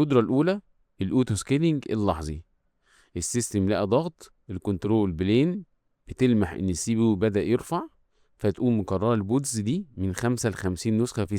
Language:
Egyptian Arabic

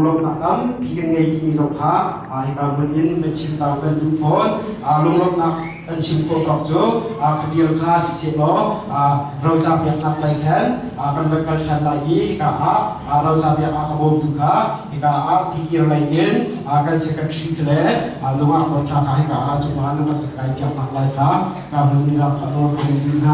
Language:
Hakha Chin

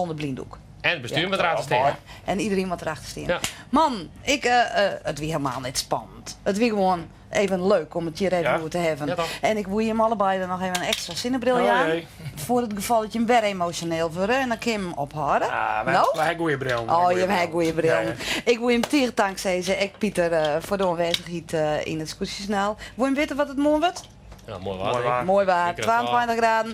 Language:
Western Frisian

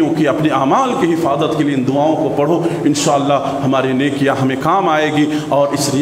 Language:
Urdu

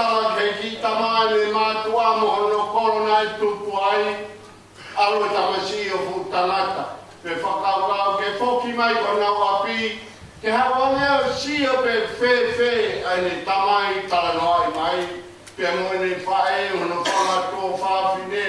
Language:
Tongan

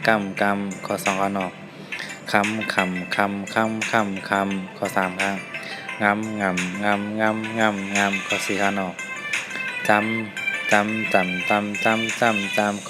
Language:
Shan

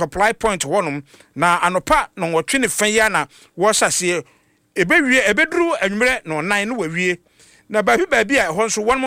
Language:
Akan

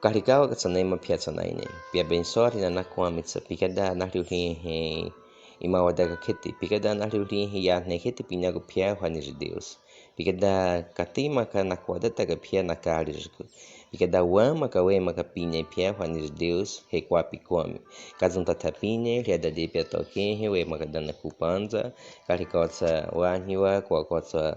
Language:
Baniwa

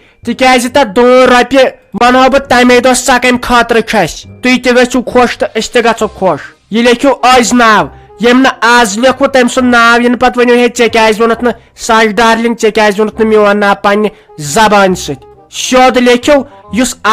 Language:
Kashmiri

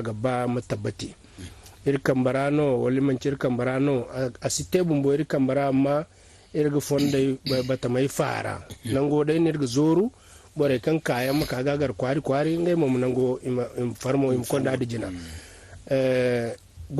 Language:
Zarma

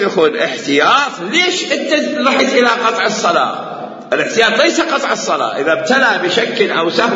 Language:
Mesopotamian Arabic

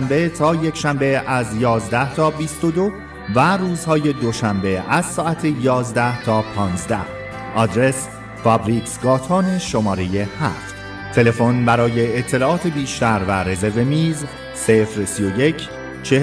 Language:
Persian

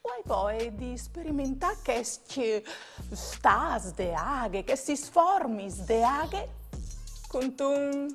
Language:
Friulian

